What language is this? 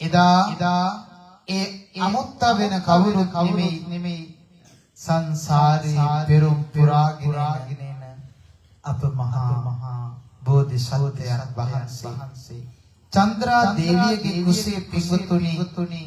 Sinhala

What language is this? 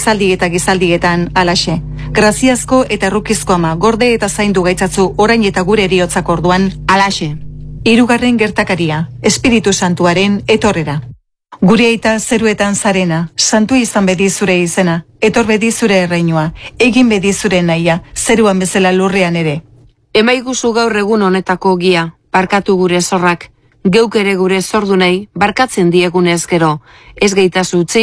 Basque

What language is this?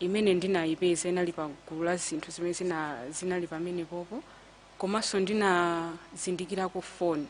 Nyanja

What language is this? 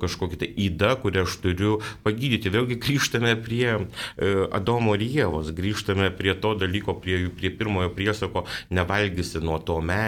Lithuanian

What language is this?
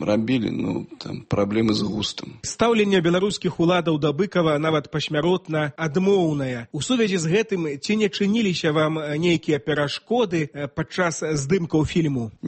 Belarusian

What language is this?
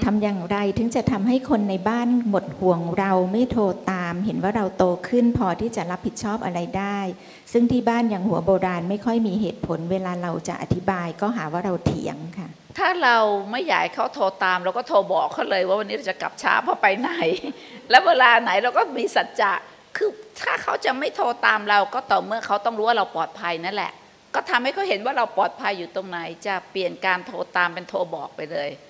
Thai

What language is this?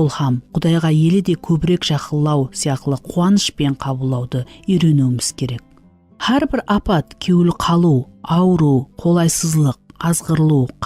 Kara-Kalpak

